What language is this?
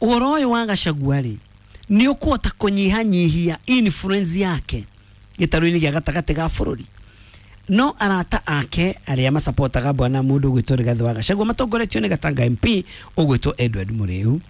Kikuyu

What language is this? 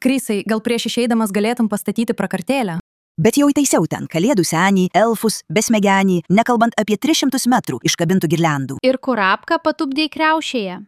Lithuanian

